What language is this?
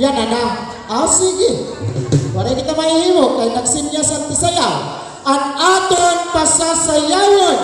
Waray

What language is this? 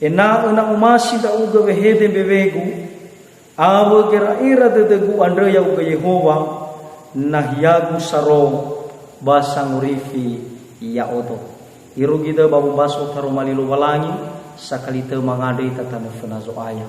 Nias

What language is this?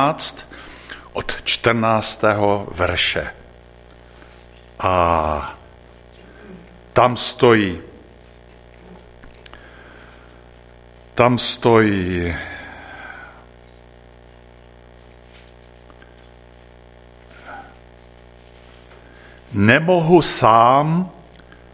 Czech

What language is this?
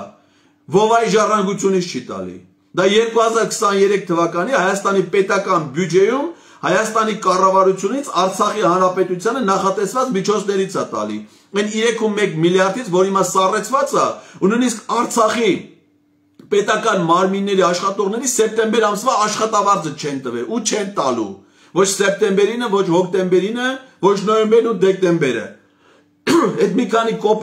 Armenian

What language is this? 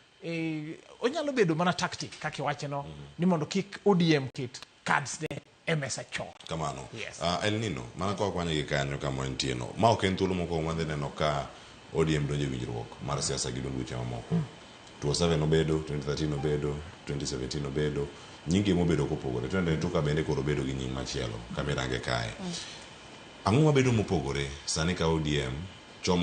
Luo (Kenya and Tanzania)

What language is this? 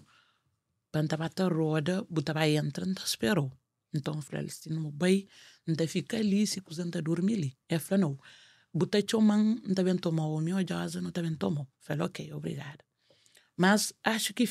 Kabuverdianu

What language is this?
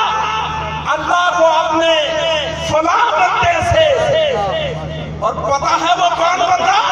Urdu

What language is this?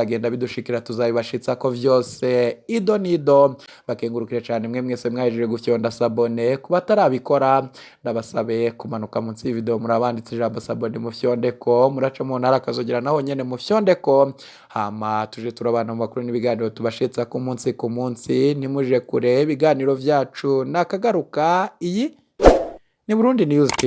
Rundi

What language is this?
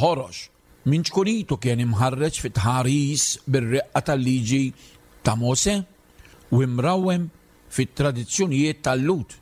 Maltese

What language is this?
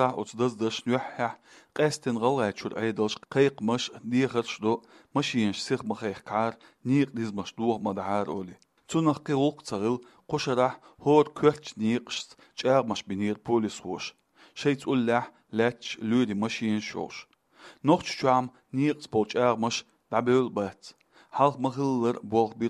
Chechen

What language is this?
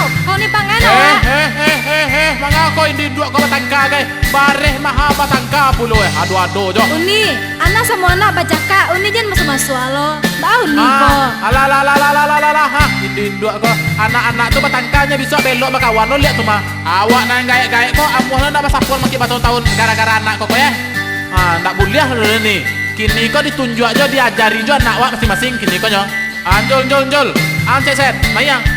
Minangkabau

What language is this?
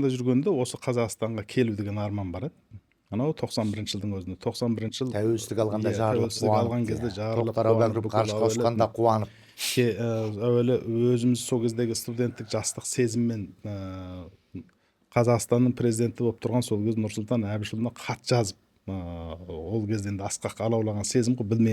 Kazakh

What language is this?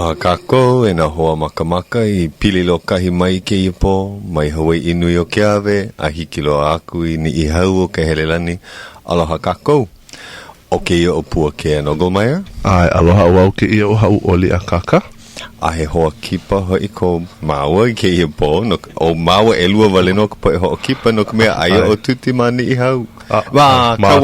Hawaiian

